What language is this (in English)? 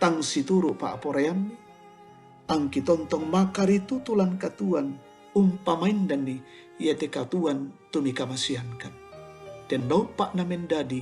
Toraja-Sa'dan